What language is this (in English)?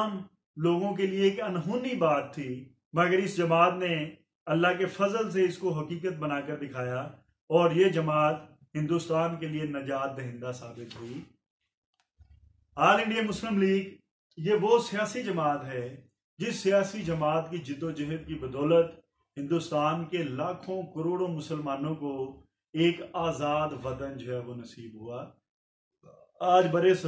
Urdu